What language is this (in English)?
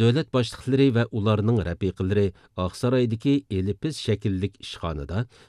Uyghur